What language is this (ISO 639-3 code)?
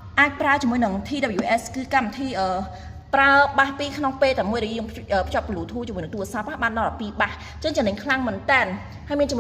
khm